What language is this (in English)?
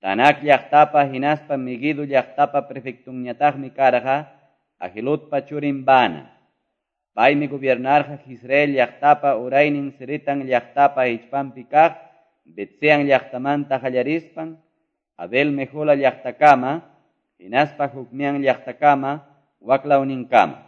Quechua